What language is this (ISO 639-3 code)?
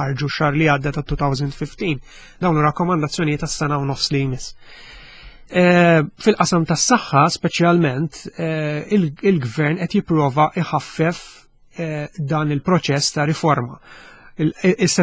mlt